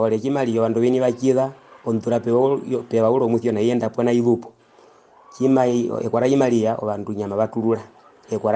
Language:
Herero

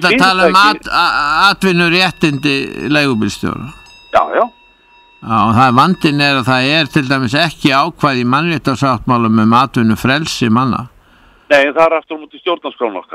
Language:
Icelandic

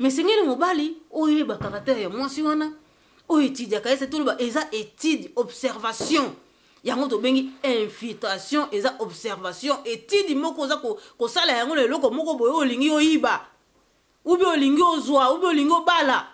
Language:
Lingala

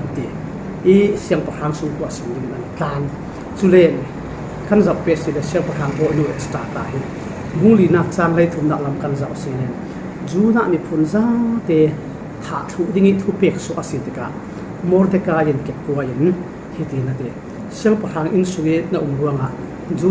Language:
Falam Chin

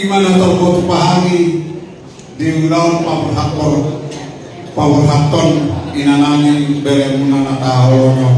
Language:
Batak Toba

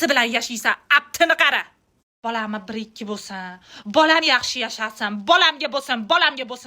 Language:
Uzbek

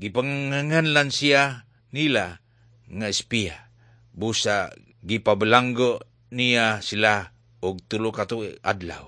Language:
Cebuano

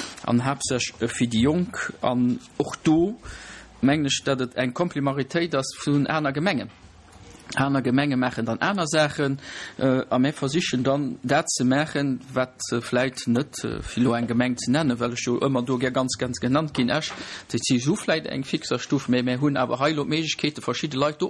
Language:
Luxembourgish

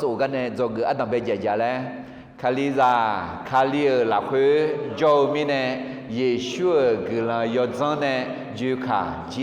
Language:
Akha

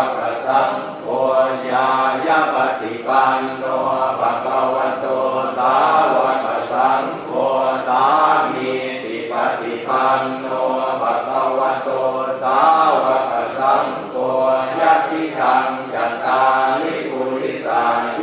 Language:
Pali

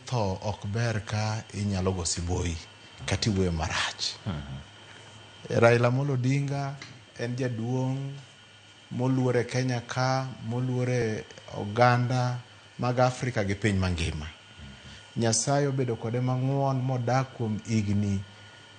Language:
Luo (Kenya and Tanzania)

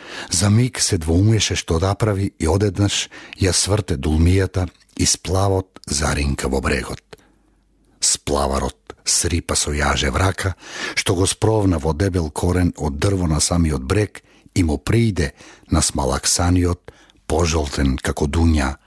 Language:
Macedonian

